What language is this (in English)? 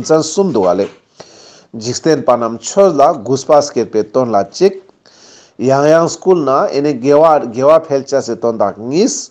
Ladakhi